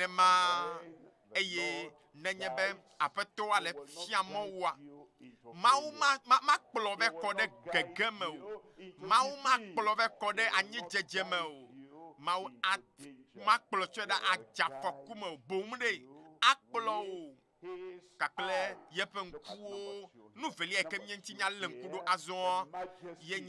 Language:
Ewe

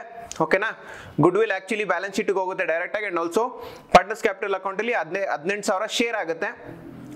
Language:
Kannada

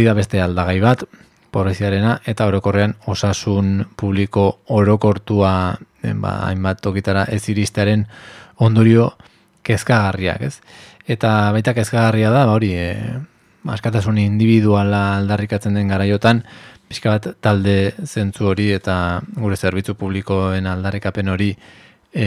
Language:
Basque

